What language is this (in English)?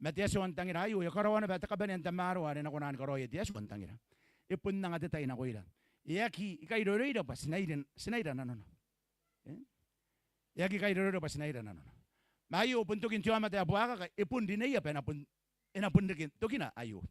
Gilbertese